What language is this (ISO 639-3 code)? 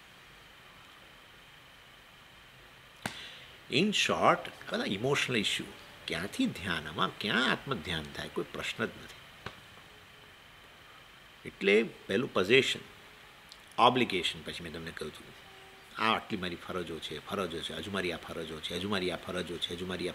guj